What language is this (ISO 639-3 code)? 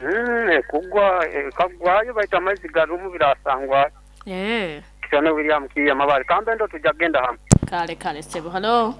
nyo